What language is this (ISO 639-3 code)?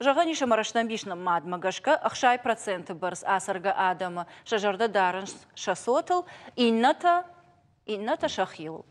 oss